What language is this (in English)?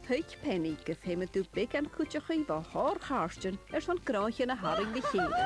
Scottish Gaelic